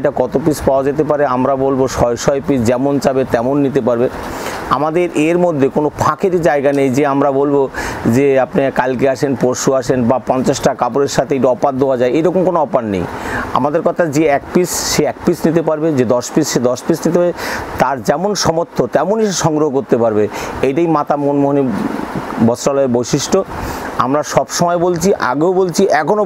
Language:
Bangla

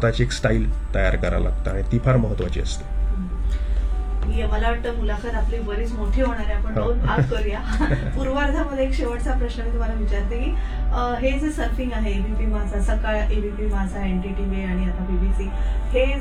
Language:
Marathi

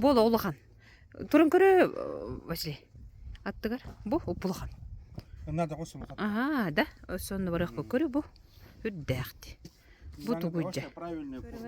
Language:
Yakut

